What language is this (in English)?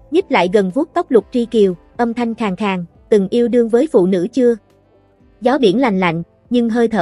Vietnamese